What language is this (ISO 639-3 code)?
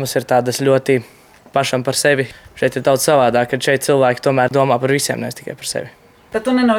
lav